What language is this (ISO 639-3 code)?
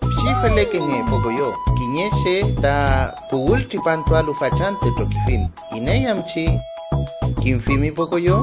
arn